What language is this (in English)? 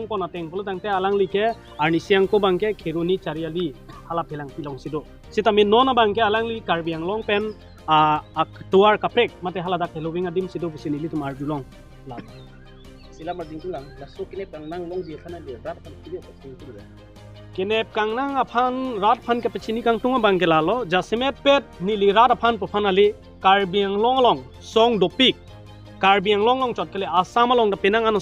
Karbi